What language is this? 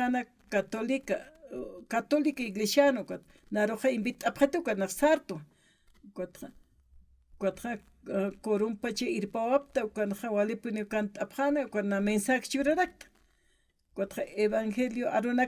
Aymara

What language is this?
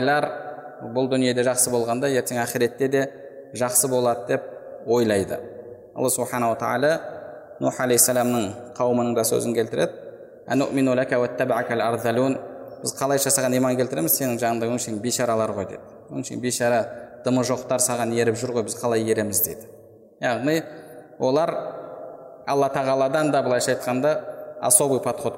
Kazakh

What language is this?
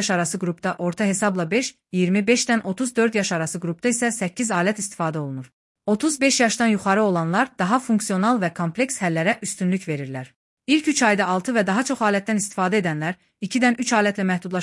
Azerbaijani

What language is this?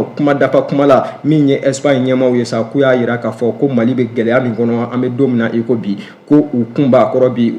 Bambara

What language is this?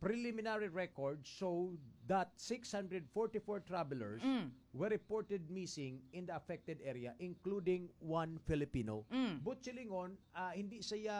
Hiligaynon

